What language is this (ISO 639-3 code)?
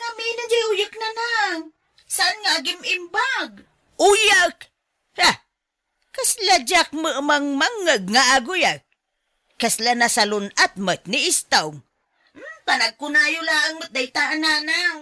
ilo